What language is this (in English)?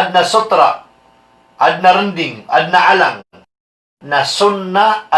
Maranao